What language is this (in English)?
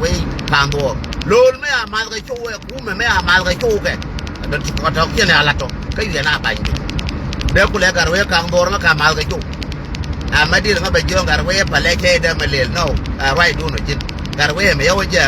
Nuer